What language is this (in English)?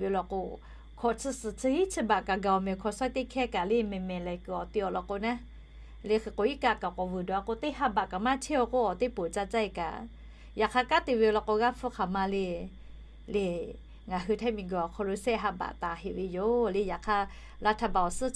Lahu